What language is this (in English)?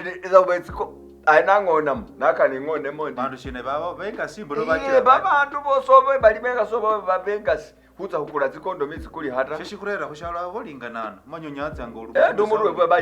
Masaaba